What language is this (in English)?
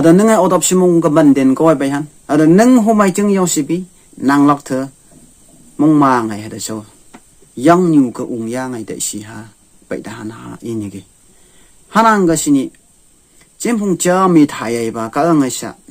Phom Naga